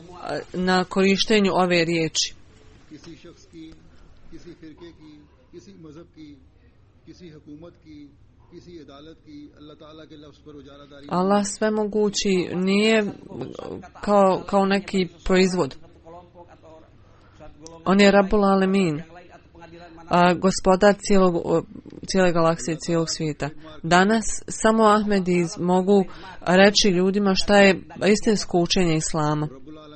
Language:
Bosnian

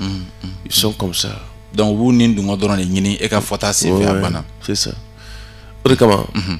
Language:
Bambara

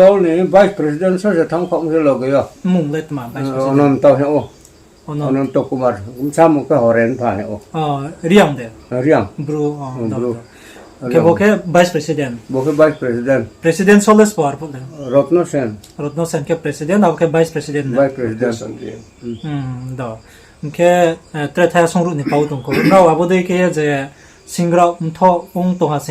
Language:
Riang (India)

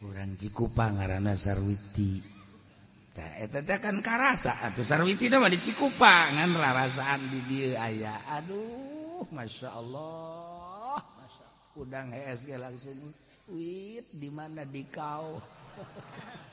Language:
Sundanese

